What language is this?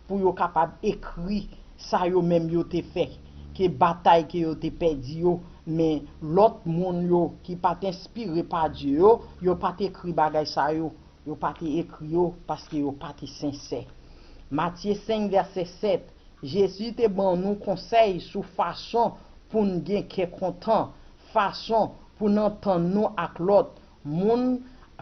Haitian Creole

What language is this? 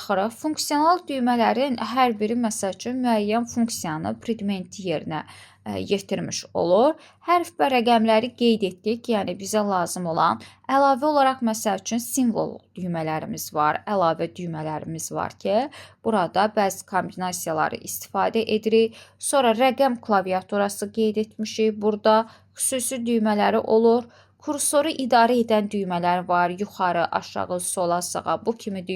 Azerbaijani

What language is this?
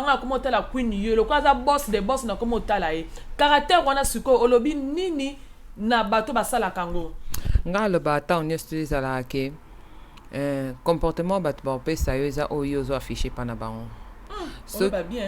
Lingala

